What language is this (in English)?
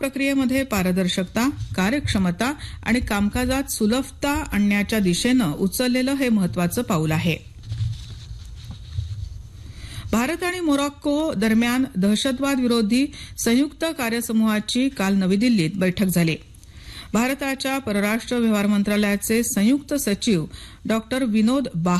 Marathi